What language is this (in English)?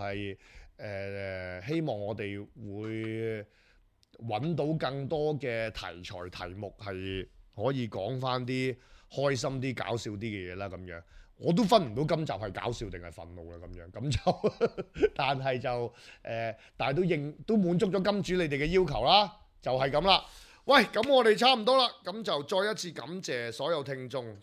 Cantonese